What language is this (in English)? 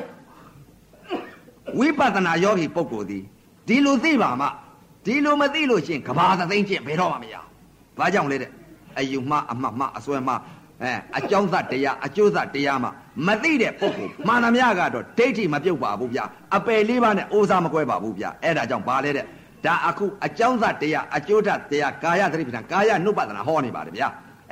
Burmese